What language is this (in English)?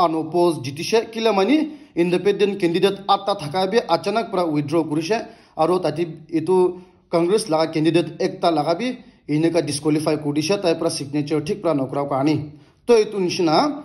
Naga Pidgin